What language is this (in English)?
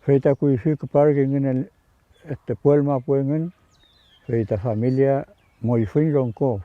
Mapuche